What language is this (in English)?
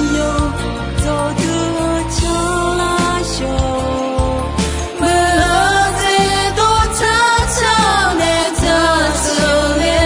Akha